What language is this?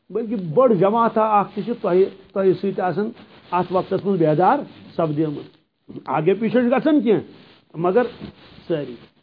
Kashmiri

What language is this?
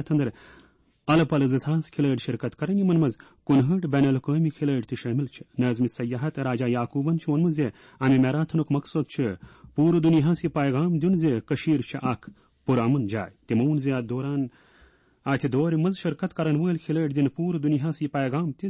Kashmiri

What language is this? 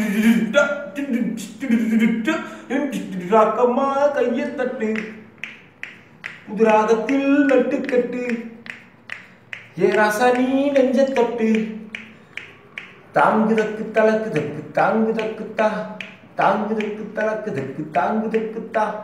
Tamil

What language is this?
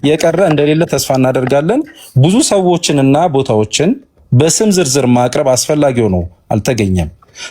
Amharic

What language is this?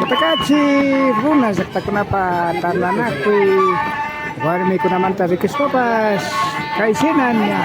Imbabura Highland Quichua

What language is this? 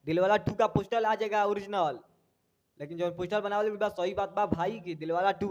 Bhojpuri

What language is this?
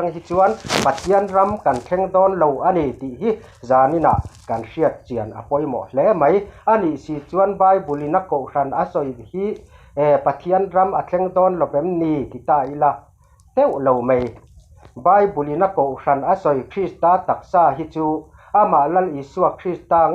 Mizo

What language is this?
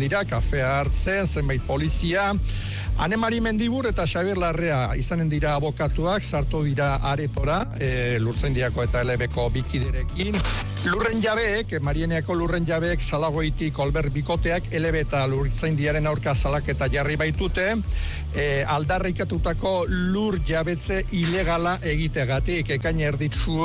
Basque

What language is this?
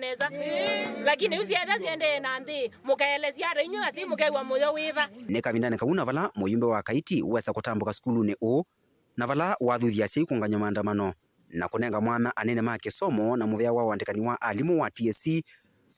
Kamba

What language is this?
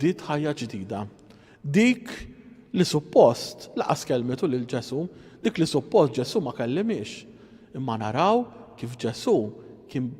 Maltese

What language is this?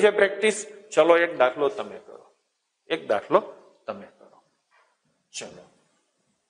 Gujarati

